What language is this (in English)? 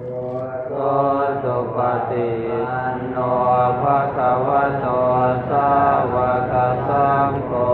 Pali